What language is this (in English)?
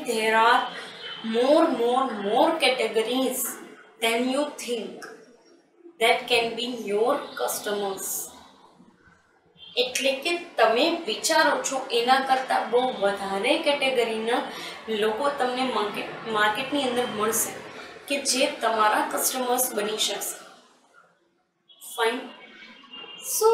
Gujarati